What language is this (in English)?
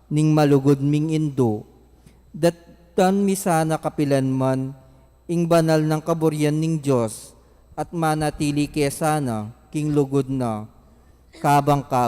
Pampanga